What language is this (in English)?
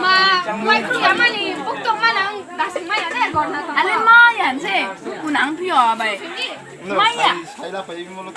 Riang (India)